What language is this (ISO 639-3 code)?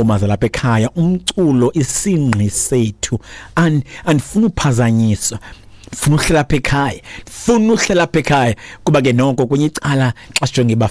xho